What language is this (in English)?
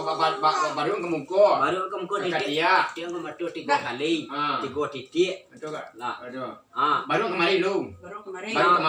Minangkabau